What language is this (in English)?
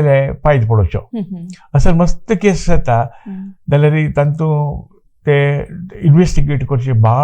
Konkani